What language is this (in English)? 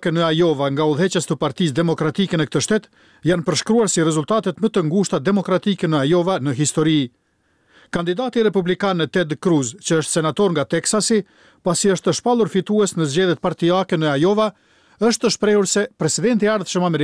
Albanian